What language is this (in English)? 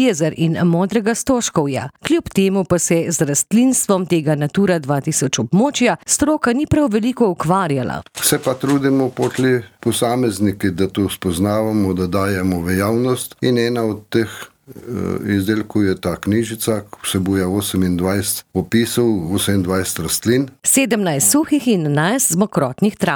Slovenian